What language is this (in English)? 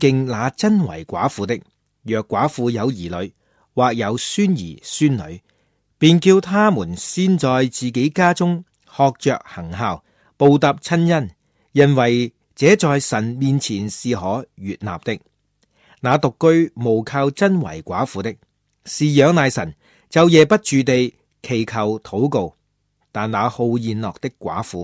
Cantonese